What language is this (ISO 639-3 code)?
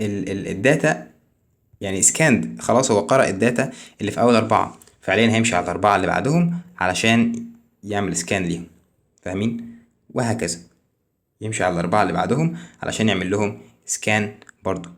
arz